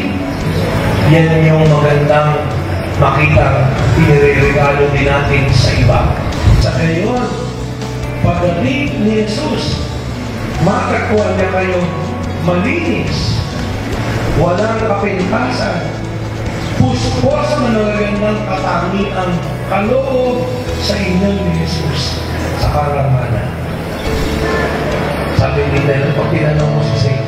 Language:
Filipino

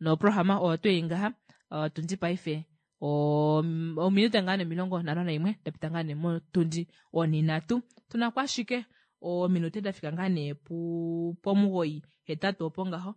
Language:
Kuanyama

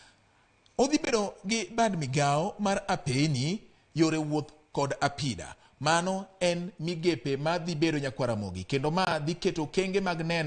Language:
Luo (Kenya and Tanzania)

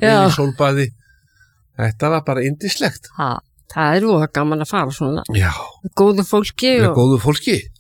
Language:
Icelandic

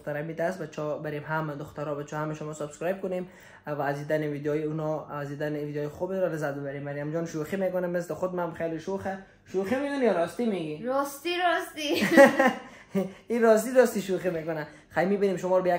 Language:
Persian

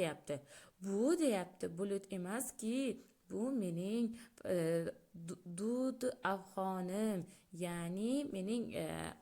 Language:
Uzbek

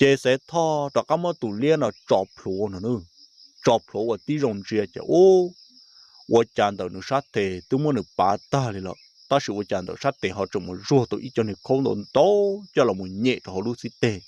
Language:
Hmong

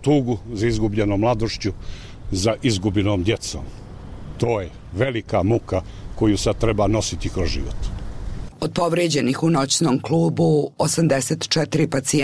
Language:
Bosnian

